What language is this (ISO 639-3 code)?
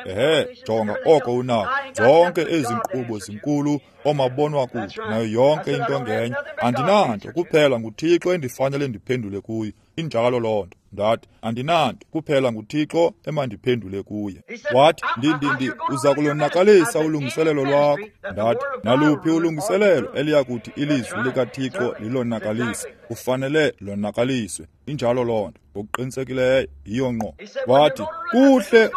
xho